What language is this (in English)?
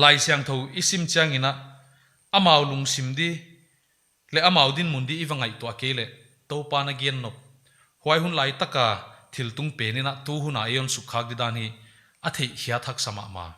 Paite Chin